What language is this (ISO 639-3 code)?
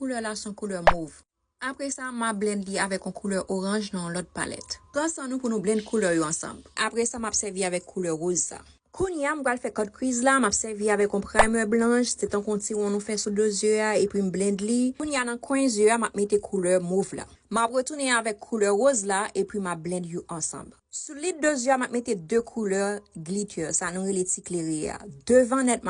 hat